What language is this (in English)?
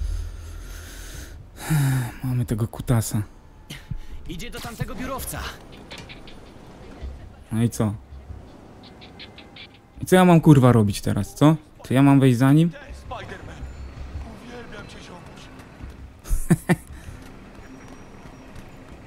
Polish